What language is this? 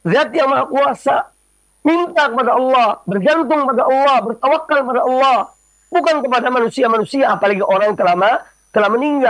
Indonesian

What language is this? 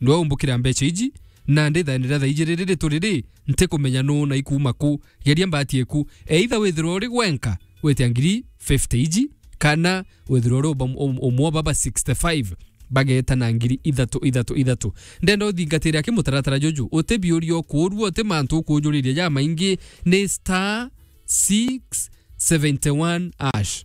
Meru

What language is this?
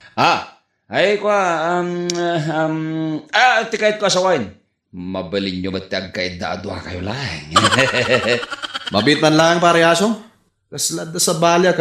Iloko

